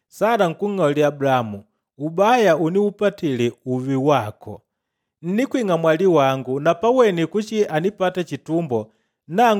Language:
Makonde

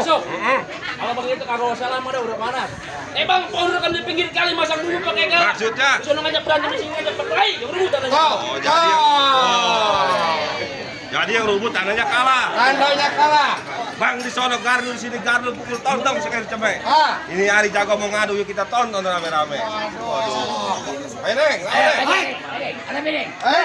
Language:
Betawi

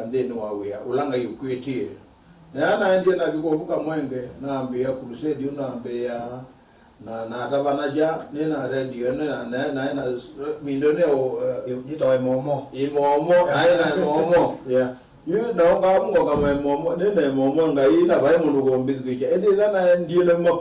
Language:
Kamba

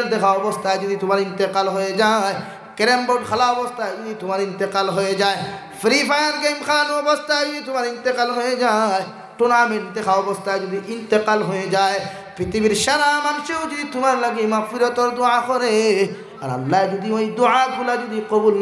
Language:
Sylheti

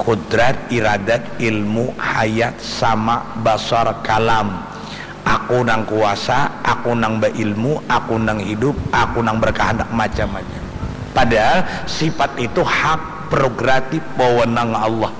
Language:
Banjar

